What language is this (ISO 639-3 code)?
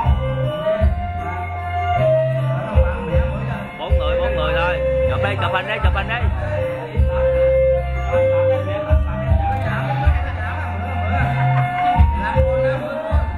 vie